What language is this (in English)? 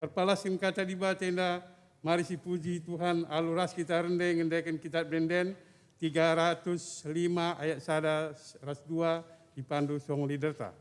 Batak Karo